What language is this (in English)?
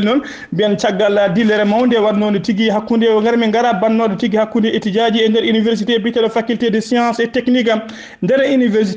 Fula